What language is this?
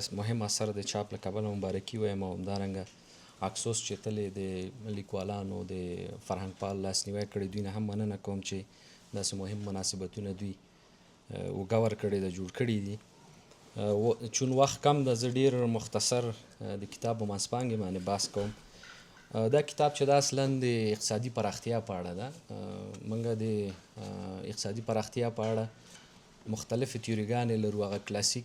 Pashto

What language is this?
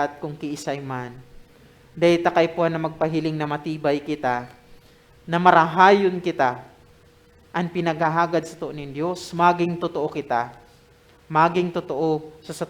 Bikol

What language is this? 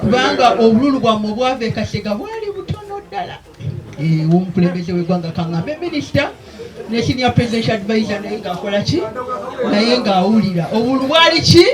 Ganda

